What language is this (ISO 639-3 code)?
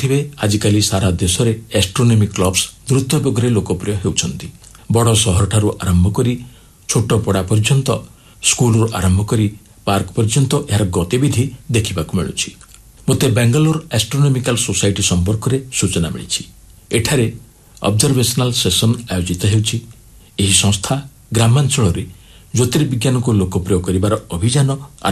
ori